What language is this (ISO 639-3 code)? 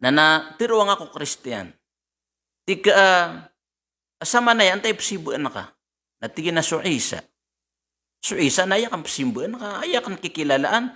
mrw